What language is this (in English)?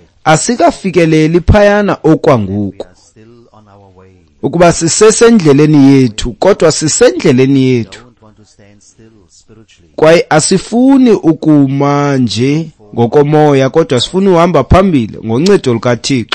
Xhosa